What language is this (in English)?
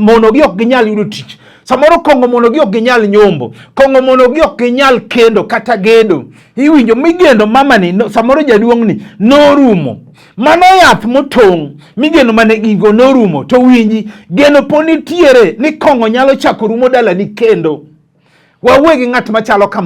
Luo (Kenya and Tanzania)